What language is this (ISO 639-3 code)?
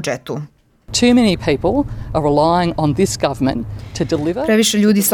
hrv